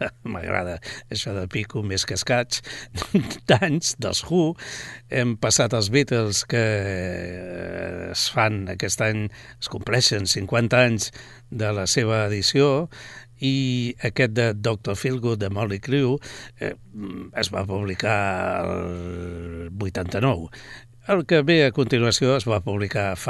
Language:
Catalan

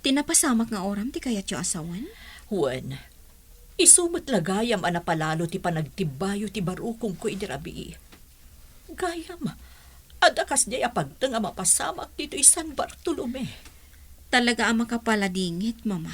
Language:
Iloko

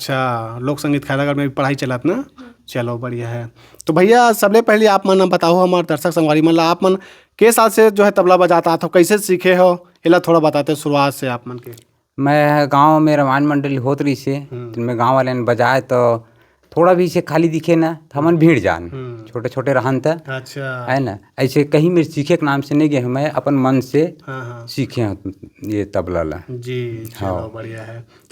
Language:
Chhattisgarhi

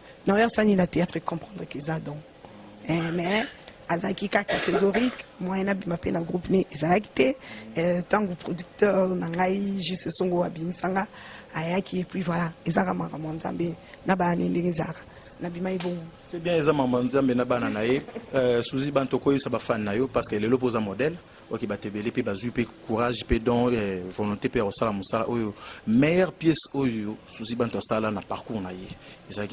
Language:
Lingala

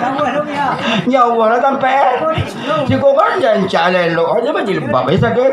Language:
Minangkabau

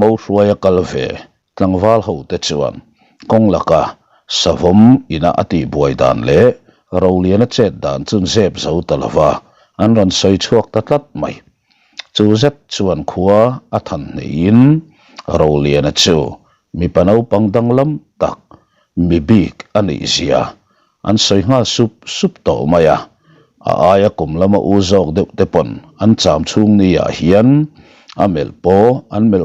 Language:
Mizo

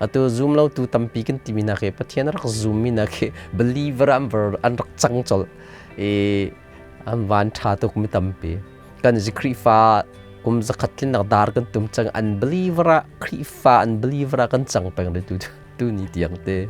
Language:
Hakha Chin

